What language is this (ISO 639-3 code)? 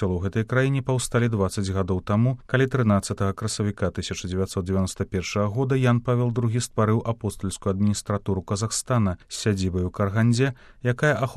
bel